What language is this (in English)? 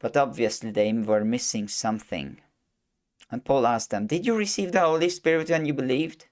English